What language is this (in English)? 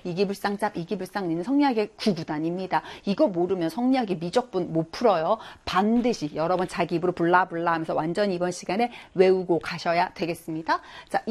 Korean